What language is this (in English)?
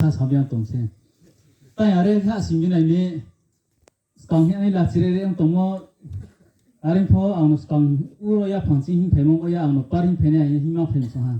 Riang (India)